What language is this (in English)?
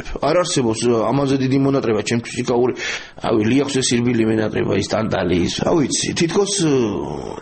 Georgian